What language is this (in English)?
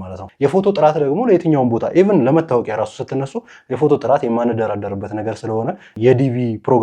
Amharic